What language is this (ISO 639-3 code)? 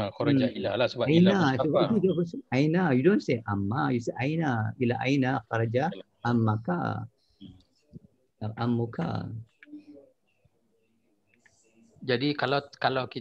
msa